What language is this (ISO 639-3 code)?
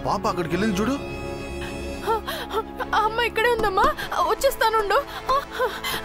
tel